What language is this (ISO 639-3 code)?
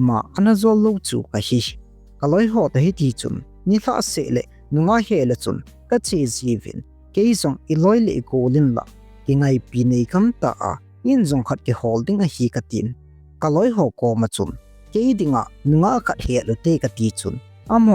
tcz